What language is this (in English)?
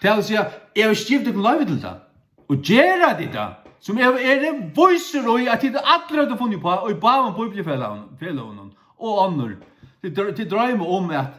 Faroese